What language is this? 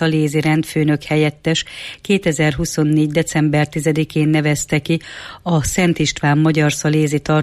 Hungarian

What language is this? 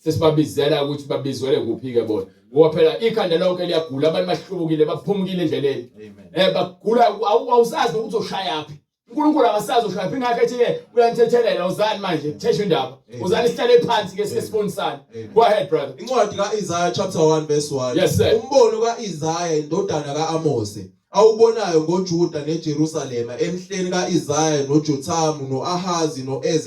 Zulu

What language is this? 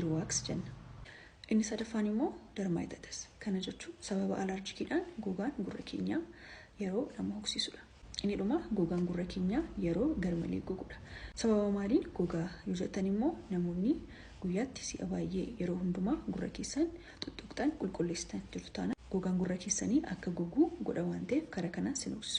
Oromo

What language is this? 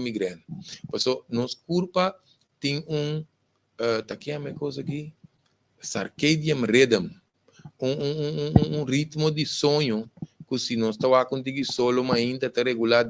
Papiamento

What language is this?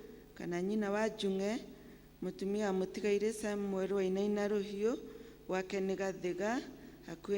Kikuyu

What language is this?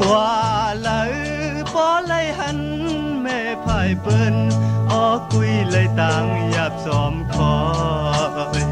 Shan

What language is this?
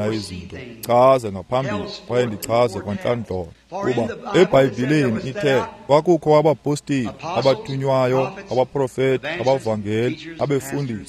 Xhosa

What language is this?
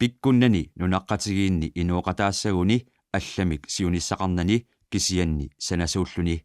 Kalaallisut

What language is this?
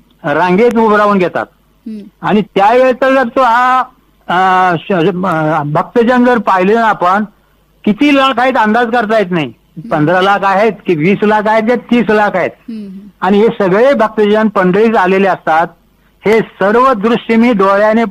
Marathi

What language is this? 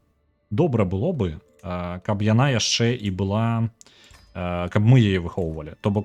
Belarusian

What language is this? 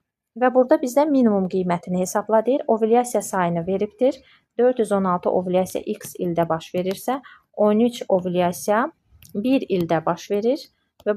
Azerbaijani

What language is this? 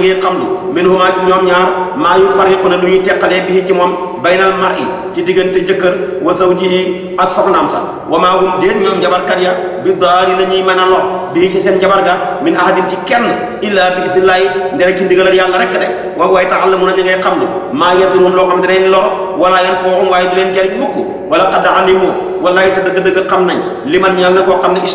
Wolof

